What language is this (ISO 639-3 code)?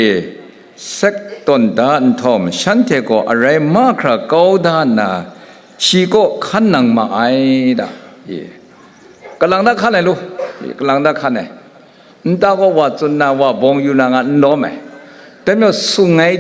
kac